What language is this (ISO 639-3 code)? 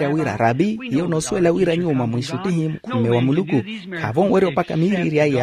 vmw